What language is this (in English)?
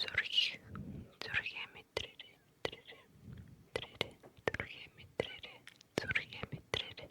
Mongolian